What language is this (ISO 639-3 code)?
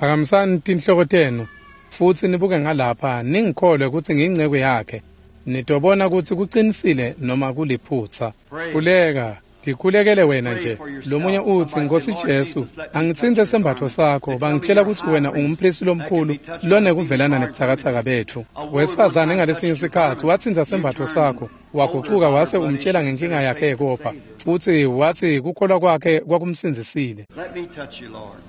ssw